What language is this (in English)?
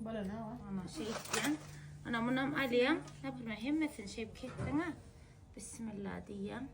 Turkmen